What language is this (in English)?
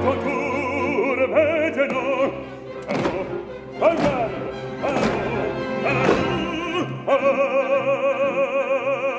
French